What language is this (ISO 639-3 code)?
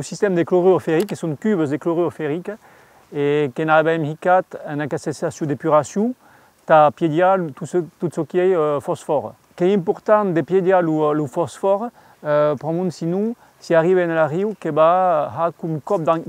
oci